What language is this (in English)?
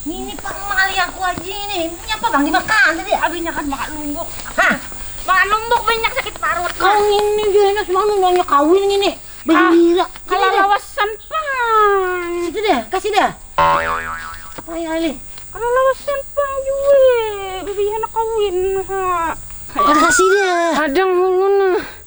Banjar